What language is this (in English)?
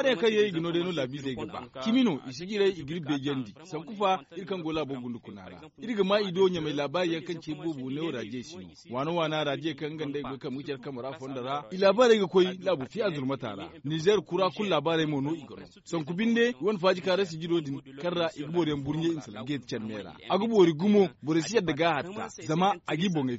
Zarma